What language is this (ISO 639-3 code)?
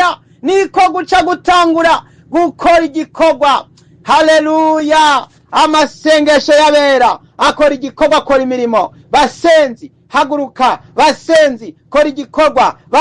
run